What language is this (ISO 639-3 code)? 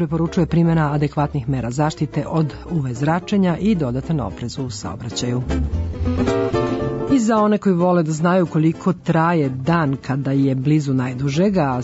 srp